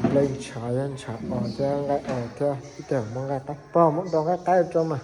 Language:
Hmong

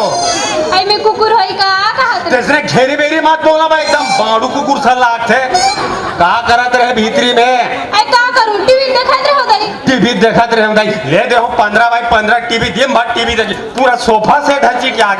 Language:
Chhattisgarhi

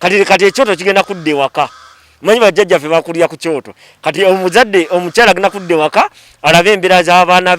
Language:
Ganda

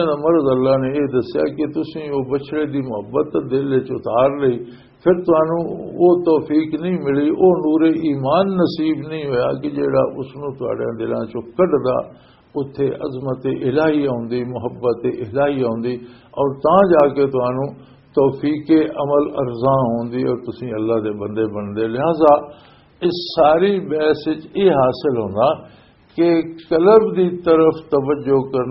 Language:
Western Panjabi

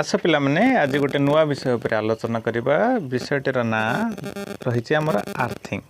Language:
Odia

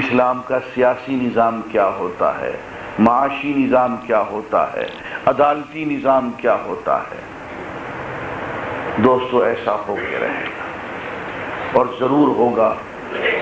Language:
Urdu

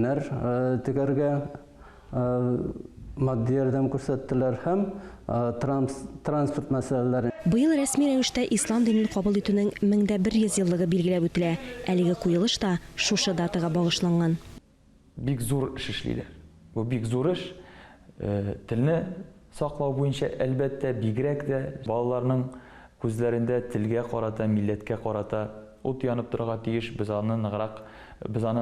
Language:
Tatar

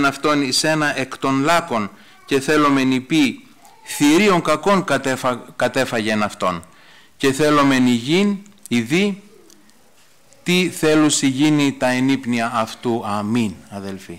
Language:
Greek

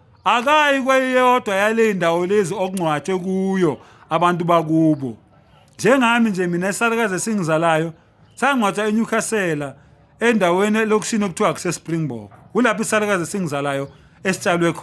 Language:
Zulu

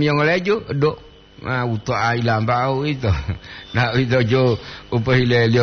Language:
Gorontalo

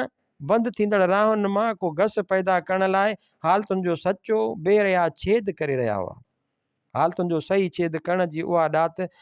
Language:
Sindhi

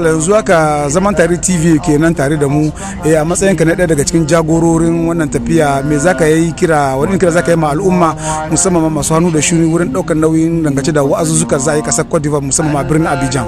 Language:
Hausa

